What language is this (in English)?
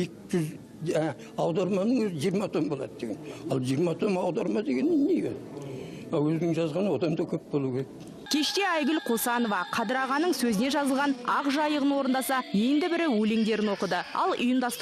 Kazakh